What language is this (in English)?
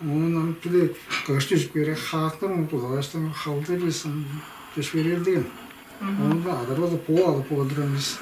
Tuvinian